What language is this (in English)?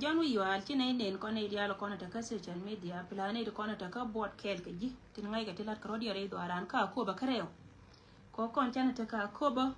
Nuer